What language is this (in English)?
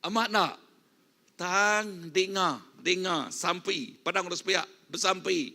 Iban